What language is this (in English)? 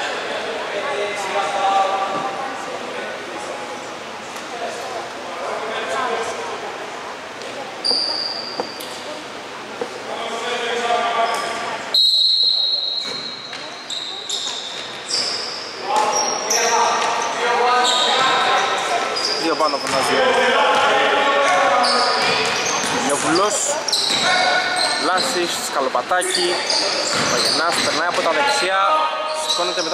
Greek